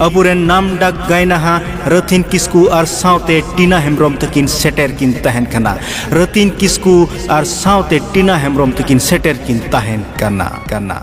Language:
Santali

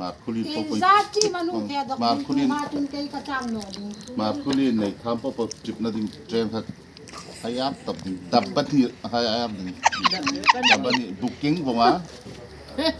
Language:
Hmar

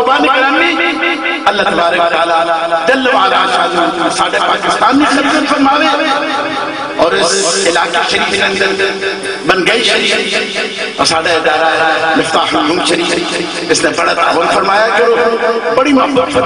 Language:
Urdu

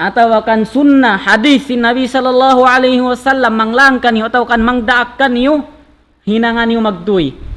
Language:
Tausug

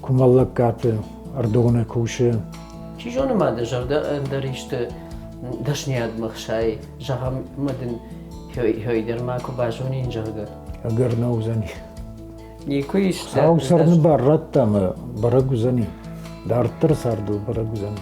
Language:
Ossetic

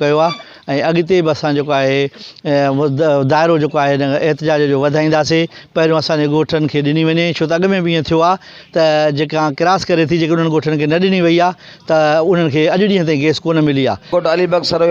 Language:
Sindhi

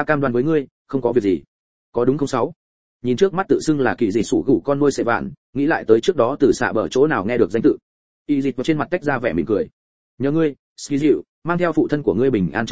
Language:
Vietnamese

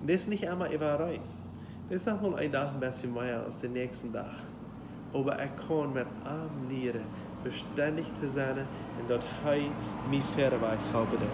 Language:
Plautdietsch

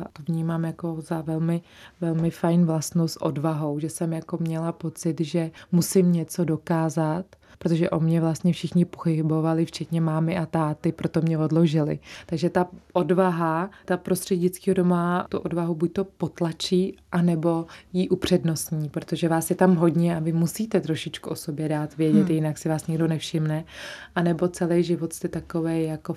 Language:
Czech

